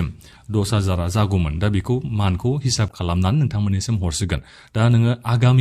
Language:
Bodo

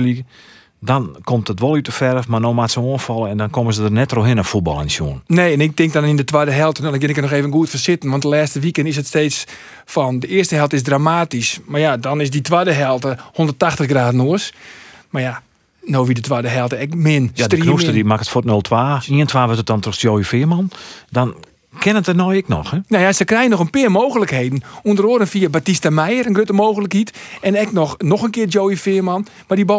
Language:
Western Frisian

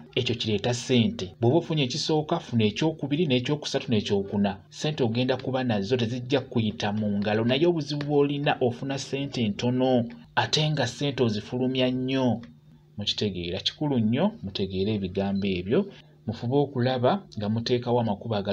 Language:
Ganda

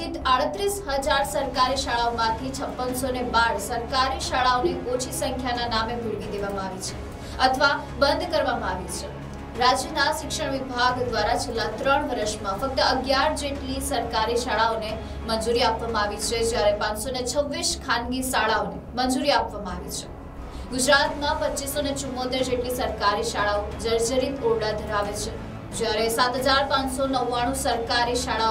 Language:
Gujarati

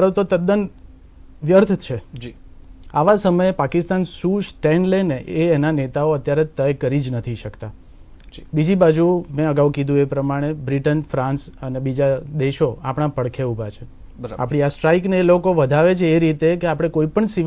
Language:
Gujarati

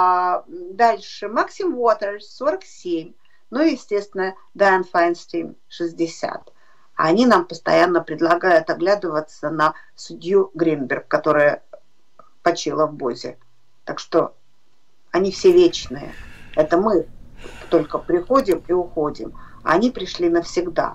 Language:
Russian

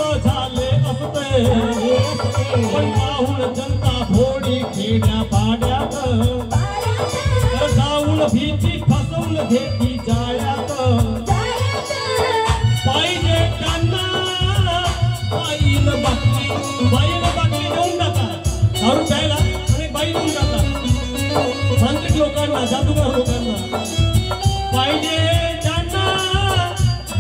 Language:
Marathi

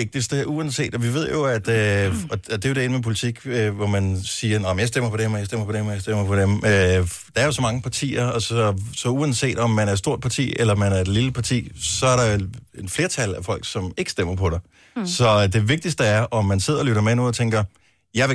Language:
Danish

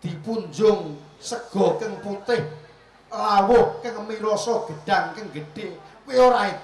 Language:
Javanese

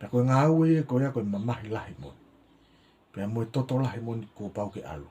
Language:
Tongan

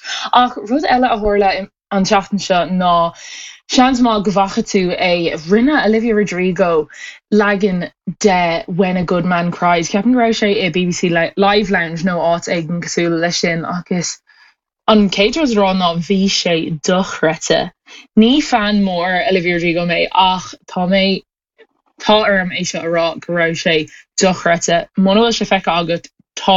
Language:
Irish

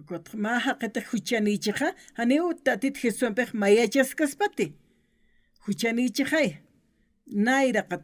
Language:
Aymara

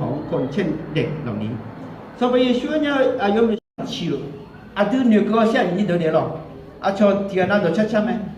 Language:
Akha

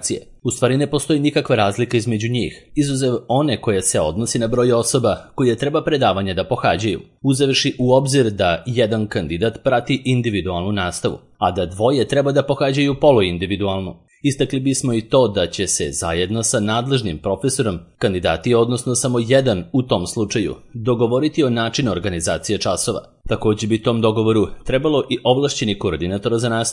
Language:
Serbian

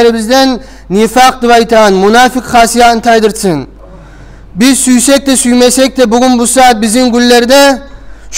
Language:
Kumyk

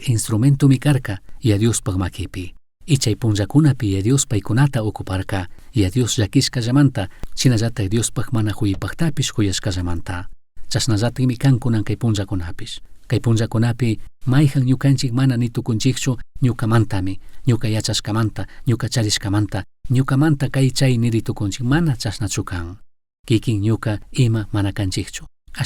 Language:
Chimborazo Highland Quichua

